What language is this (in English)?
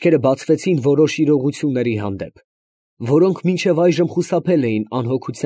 Armenian